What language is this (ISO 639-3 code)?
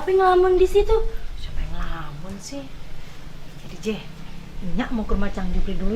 bew